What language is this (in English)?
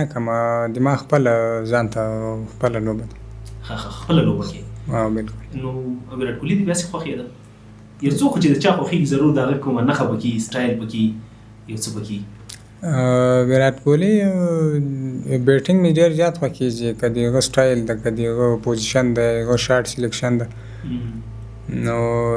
Pashto